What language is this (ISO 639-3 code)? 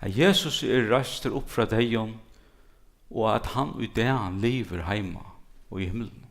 fao